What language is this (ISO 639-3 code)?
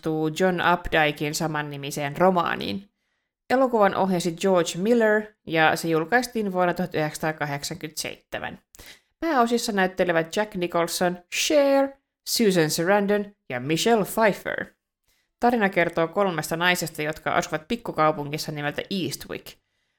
fin